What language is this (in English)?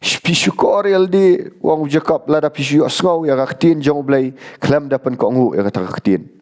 Khasi